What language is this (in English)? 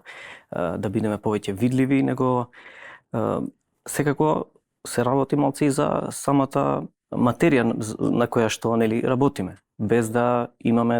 Macedonian